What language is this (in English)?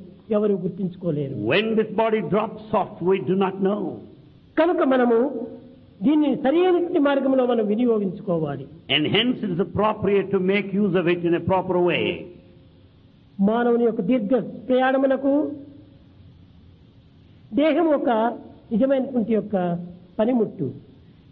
Telugu